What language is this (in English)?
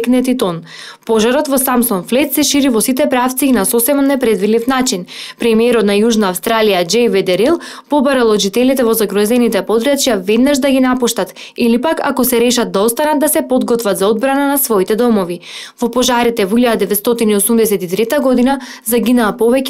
Macedonian